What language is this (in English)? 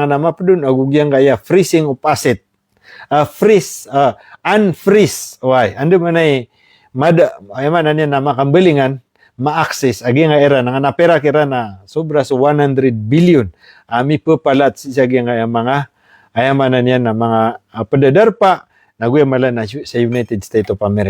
Maranao